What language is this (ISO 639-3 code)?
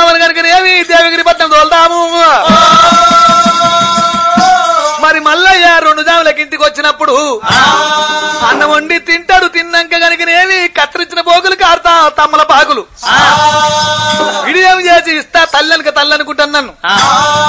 tel